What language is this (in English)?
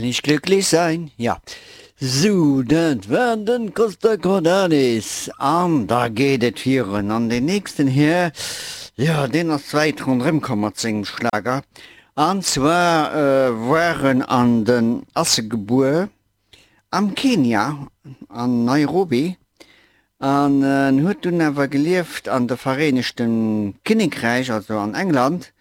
Luxembourgish